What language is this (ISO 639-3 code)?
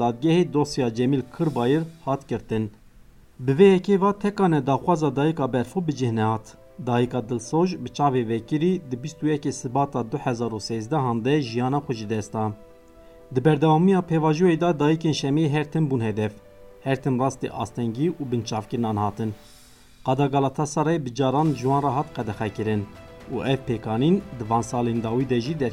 kur